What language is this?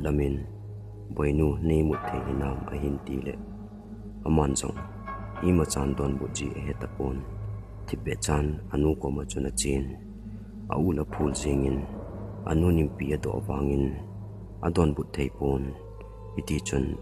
Thado Chin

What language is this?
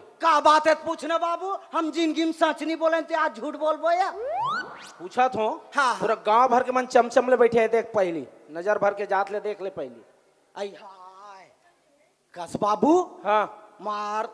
Chhattisgarhi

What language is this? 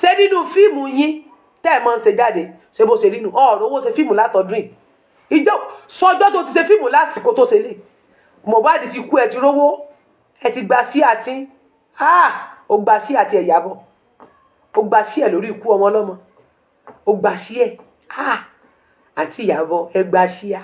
Yoruba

